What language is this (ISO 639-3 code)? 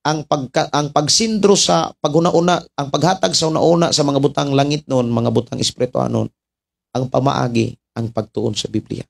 ceb